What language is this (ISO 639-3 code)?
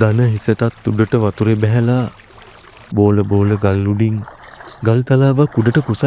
sin